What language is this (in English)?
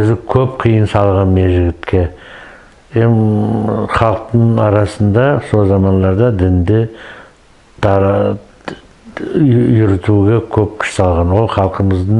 Nogai